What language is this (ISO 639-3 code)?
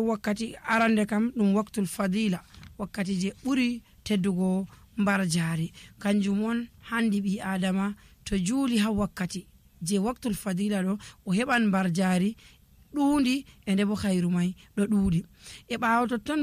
fuv